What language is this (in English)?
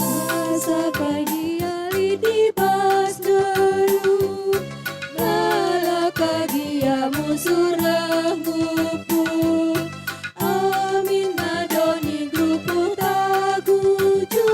Batak Karo